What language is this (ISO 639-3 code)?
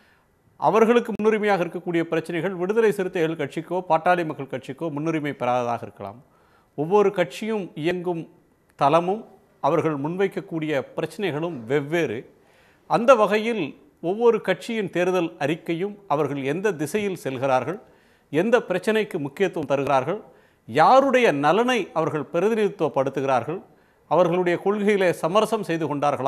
tam